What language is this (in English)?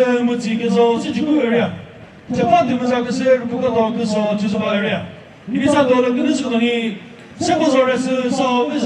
Chokri Naga